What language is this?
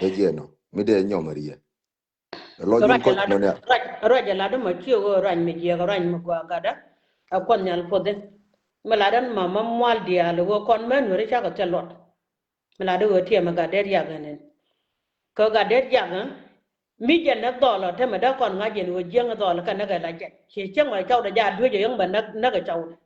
Nuer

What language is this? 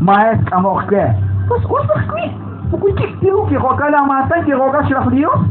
Kekchí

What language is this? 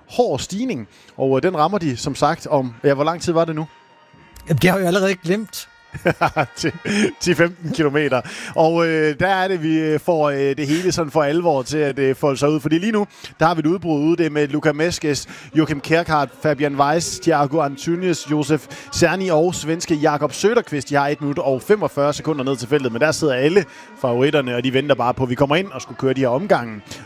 Danish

